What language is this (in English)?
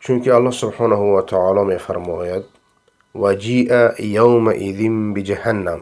Persian